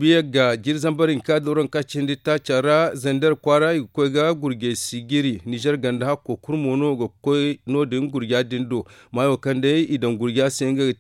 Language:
Zarma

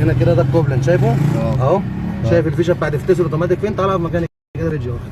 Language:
Egyptian Arabic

